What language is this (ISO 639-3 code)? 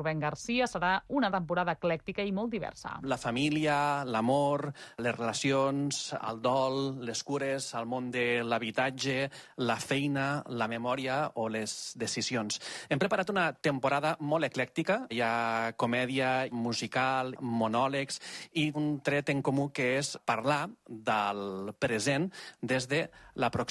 cat